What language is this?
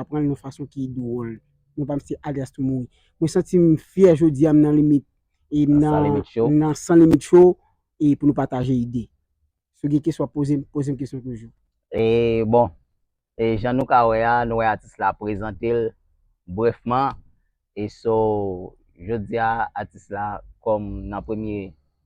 Haitian Creole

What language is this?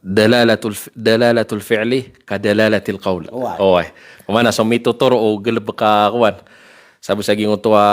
Maranao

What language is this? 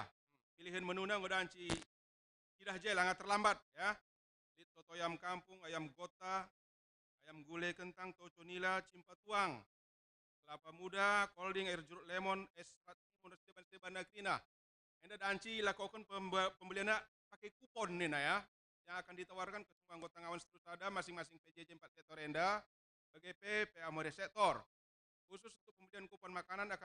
Batak Karo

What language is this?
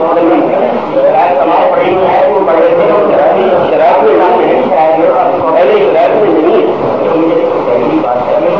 Urdu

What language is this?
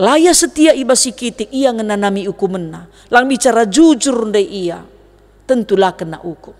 Batak Karo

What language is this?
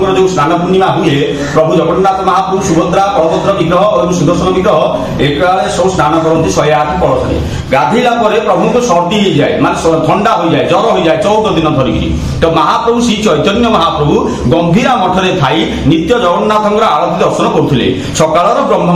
Odia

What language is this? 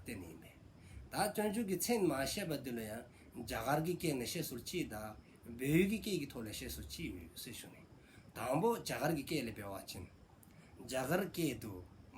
Dzongkha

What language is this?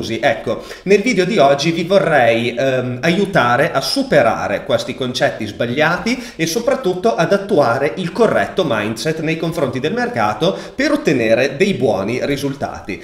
Italian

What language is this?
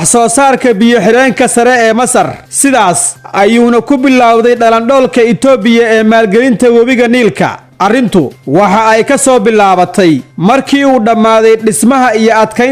Somali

